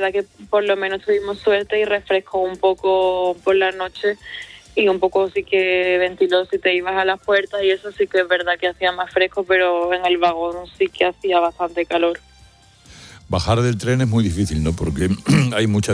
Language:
Spanish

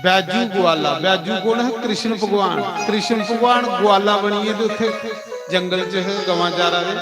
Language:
Dogri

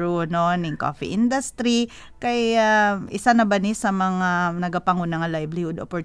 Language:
Hiligaynon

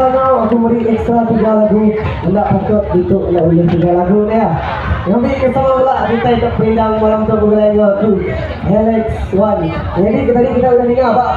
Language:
Iban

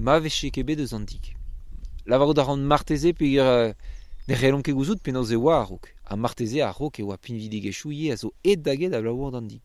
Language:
Breton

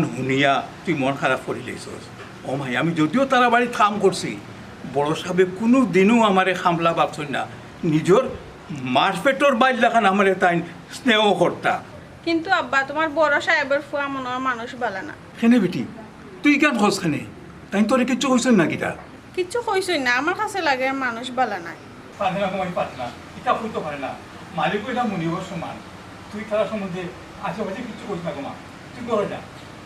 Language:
Sylheti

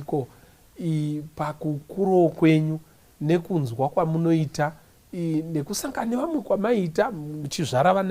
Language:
Shona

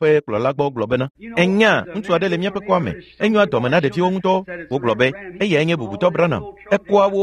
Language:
Ewe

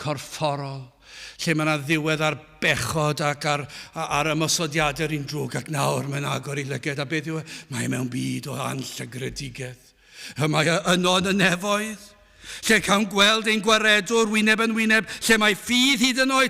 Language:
Welsh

